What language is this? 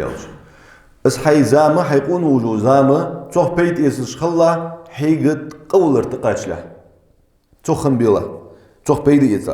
Ingush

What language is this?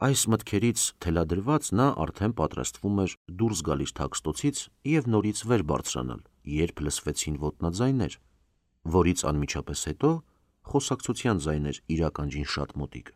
Armenian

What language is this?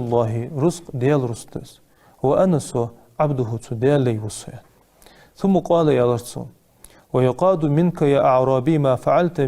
Ingush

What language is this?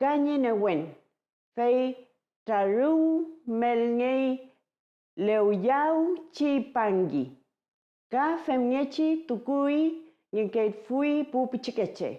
Mapuche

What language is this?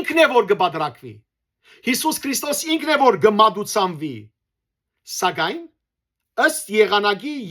Western Armenian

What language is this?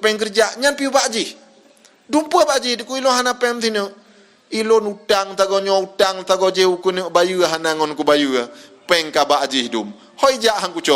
Achinese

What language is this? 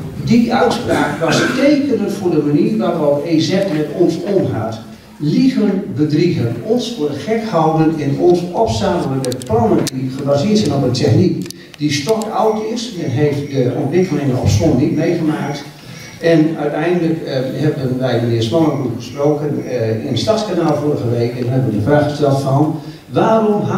Dutch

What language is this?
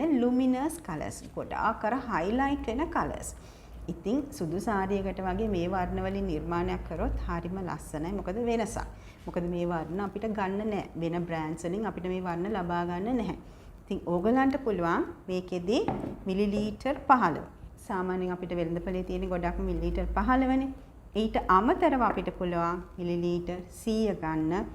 Sinhala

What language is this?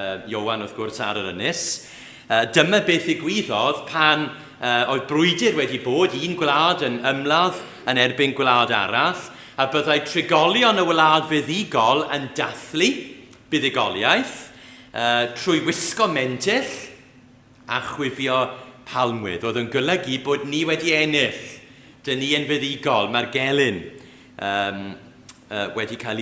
Welsh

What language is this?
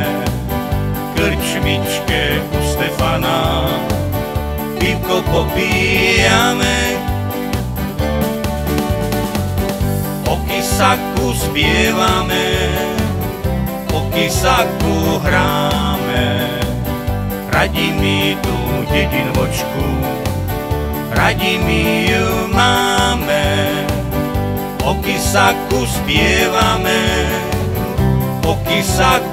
Slovak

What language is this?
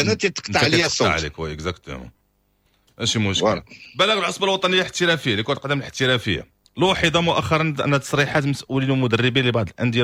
Moroccan Arabic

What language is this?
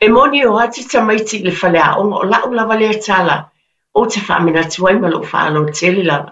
Samoan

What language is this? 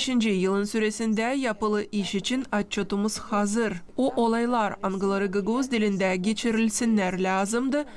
Gagauz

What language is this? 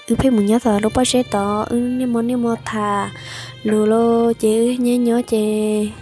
Hmong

